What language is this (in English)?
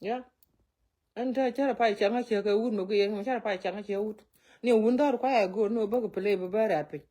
Nuer